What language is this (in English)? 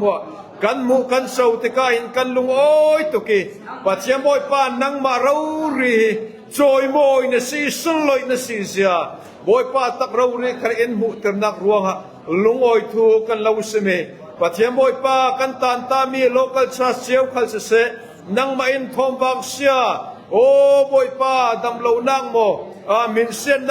Falam Chin